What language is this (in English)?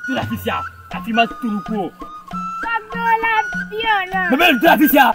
Ewe